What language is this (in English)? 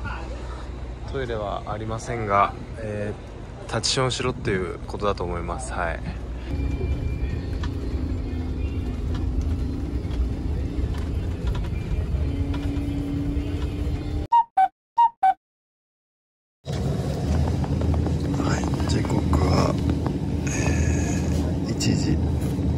Japanese